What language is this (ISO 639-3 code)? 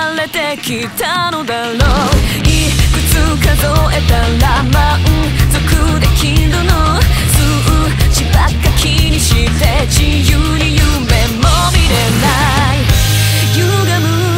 jpn